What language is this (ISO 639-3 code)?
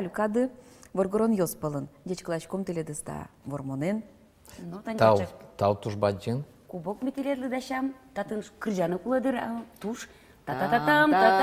udm